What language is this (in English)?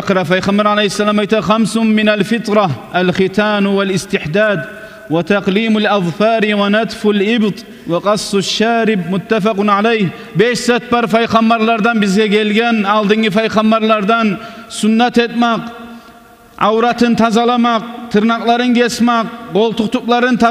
Kumyk